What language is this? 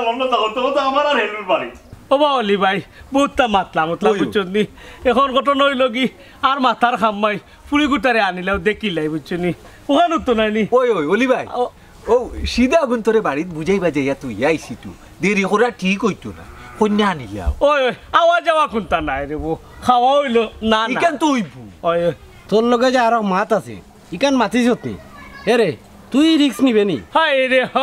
Sylheti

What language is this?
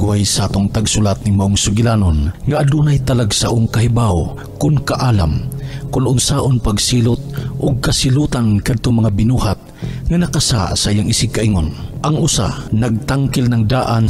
Cebuano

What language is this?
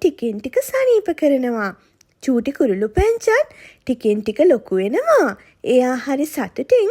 Sinhala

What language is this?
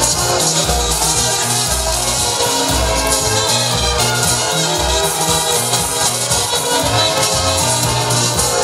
French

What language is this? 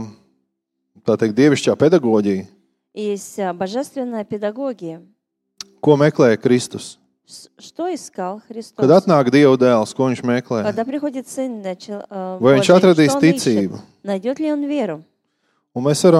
Latvian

